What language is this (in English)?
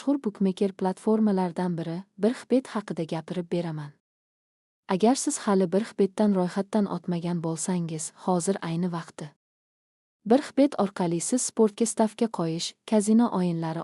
Uzbek